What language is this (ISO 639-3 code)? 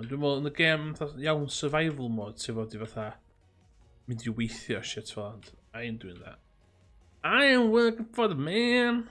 cym